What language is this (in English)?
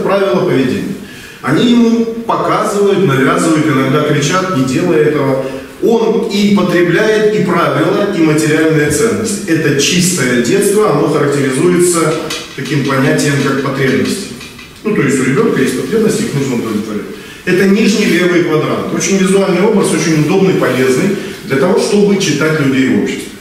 Russian